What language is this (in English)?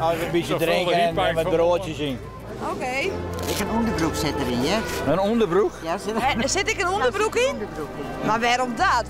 Western Frisian